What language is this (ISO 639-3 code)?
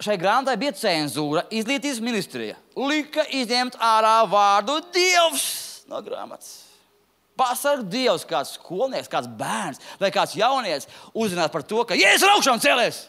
lav